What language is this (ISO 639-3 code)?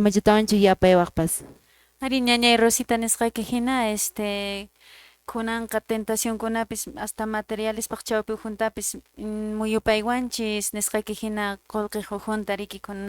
que